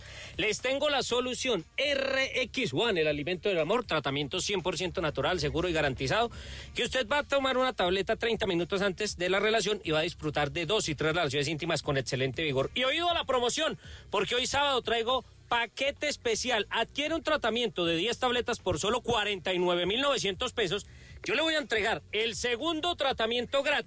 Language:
Spanish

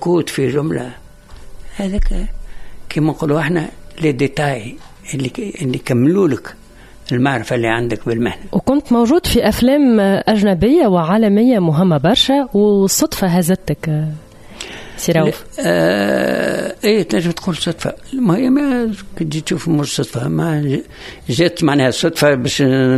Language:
Tunisian Arabic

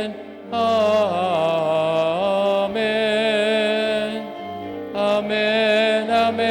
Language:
Pampanga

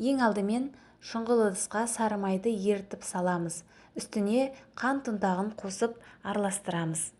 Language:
Kazakh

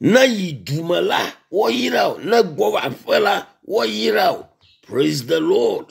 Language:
Ewe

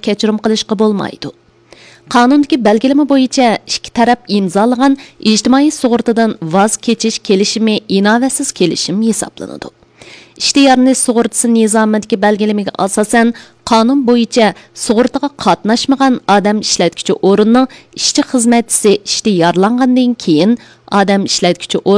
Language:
Uyghur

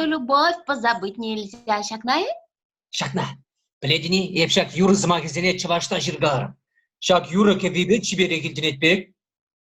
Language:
Chuvash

